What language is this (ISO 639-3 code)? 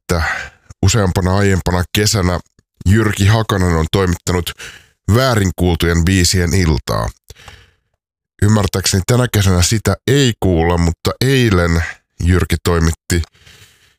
fin